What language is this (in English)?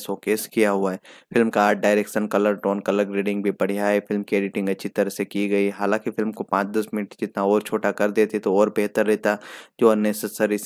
Hindi